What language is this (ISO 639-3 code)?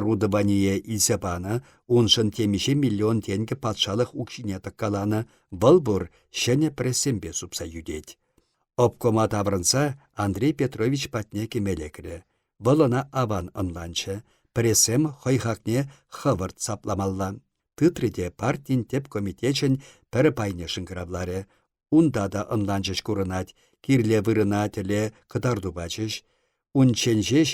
chv